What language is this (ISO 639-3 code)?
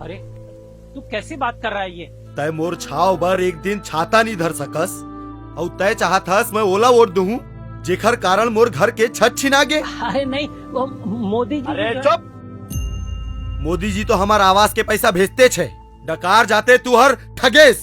hne